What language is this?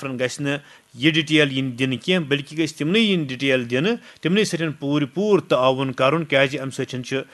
Kashmiri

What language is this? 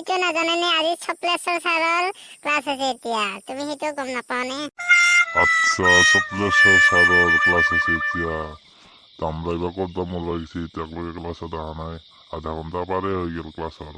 Assamese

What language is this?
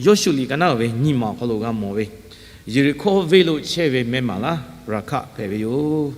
Lahu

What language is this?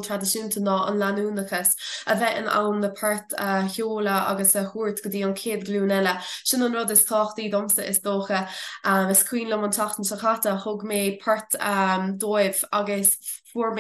Irish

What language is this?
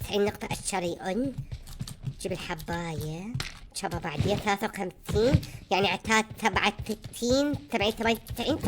Mesopotamian Arabic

